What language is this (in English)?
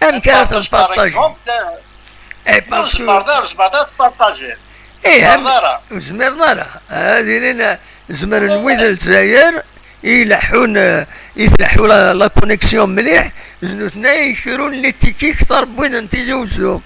Kabyle